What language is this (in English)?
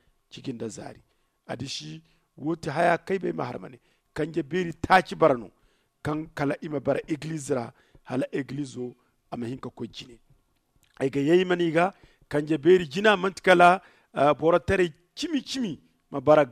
Zarma